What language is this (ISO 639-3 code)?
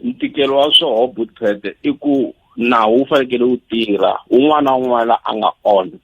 tso